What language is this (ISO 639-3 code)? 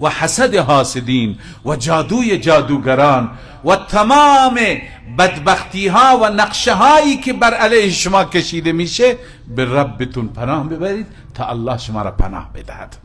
fas